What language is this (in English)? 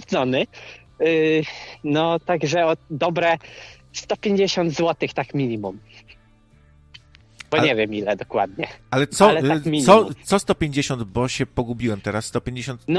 Polish